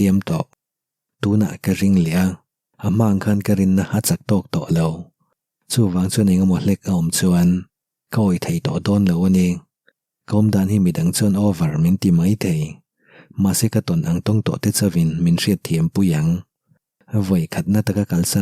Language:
Mizo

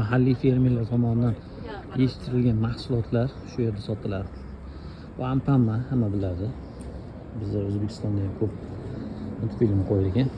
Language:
Uzbek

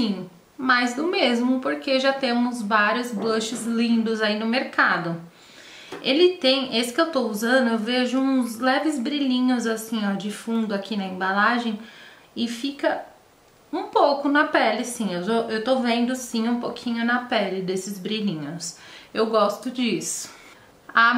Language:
Portuguese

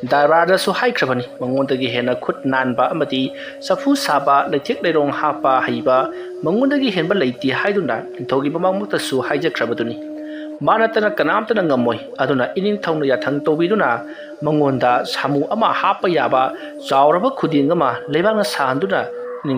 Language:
Manipuri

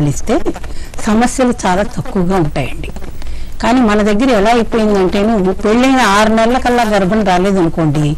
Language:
Telugu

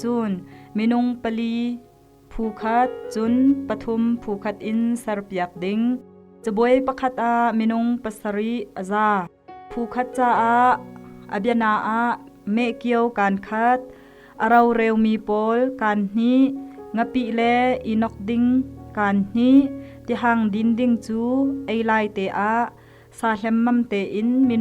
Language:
Hakha Chin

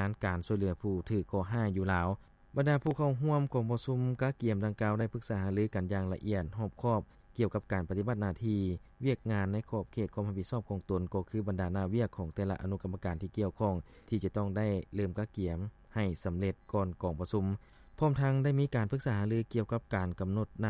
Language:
Lao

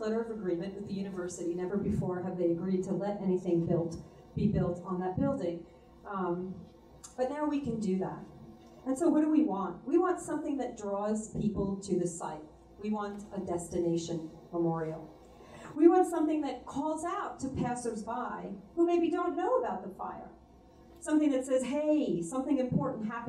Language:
English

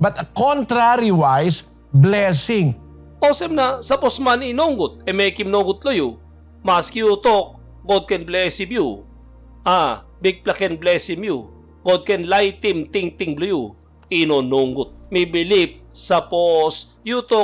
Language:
Tok Pisin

